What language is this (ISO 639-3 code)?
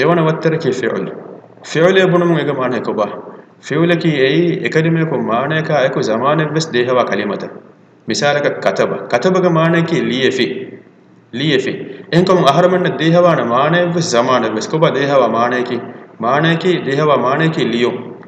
div